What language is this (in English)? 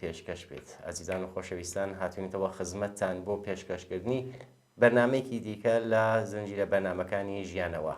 Central Kurdish